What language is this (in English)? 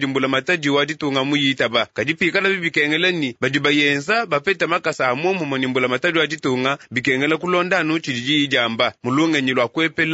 Luba-Lulua